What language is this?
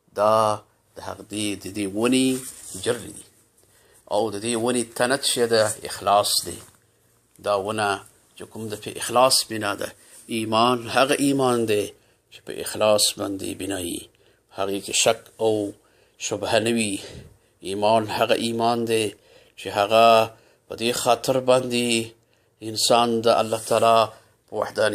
Pashto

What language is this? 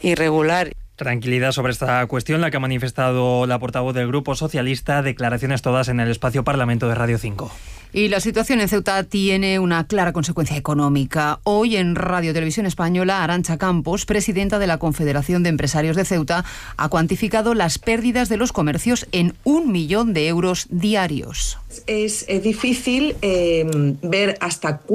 Spanish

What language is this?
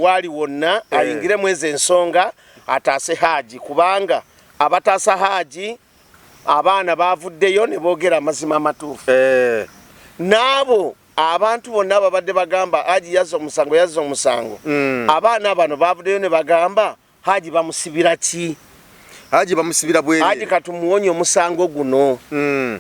Ganda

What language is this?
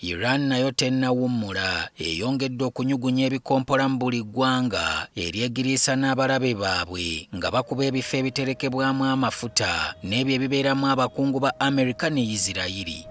Ganda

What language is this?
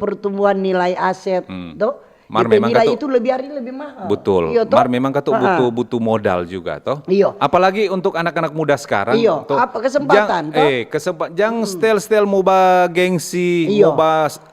Manado Malay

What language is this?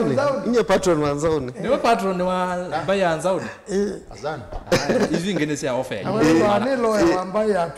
Kamba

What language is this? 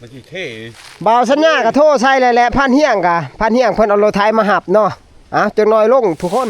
Northeastern Thai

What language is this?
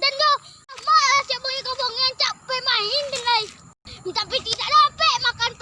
Minangkabau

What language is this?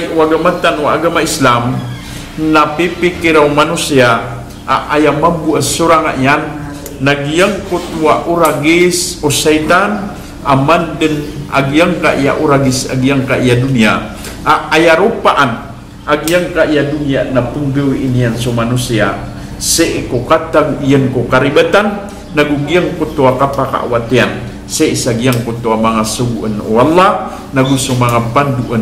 Maranao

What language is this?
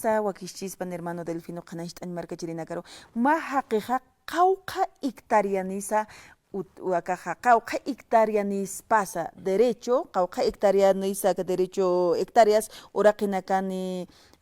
Aymara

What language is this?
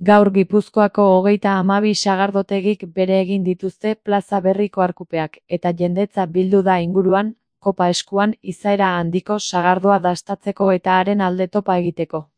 Basque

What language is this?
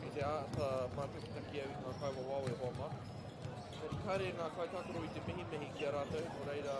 Māori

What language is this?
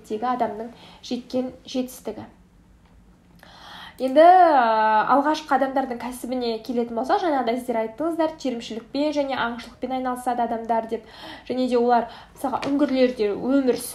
Kazakh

